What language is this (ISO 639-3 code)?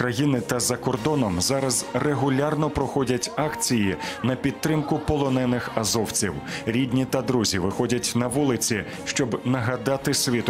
ukr